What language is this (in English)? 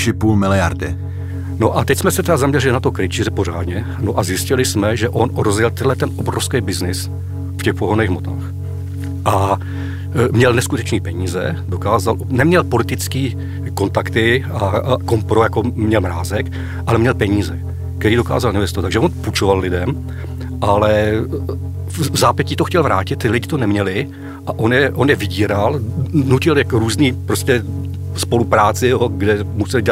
Czech